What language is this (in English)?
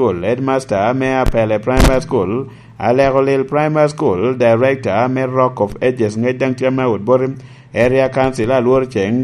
Lango (Uganda)